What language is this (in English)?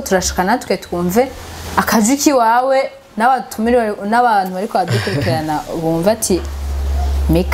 Rundi